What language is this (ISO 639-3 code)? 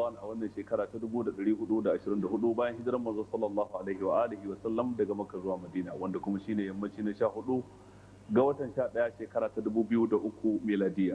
hau